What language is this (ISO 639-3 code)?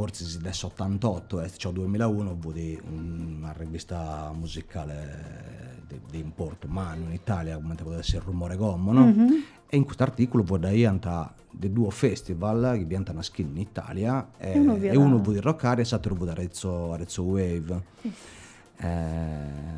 srd